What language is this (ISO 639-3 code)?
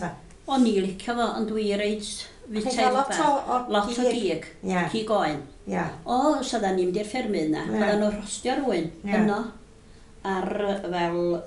cym